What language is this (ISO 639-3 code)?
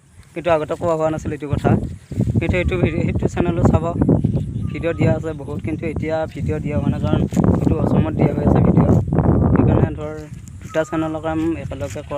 asm